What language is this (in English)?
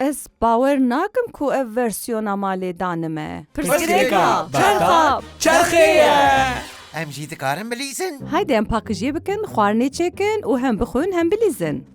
Kurdish